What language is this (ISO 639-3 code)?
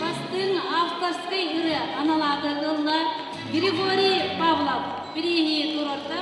sah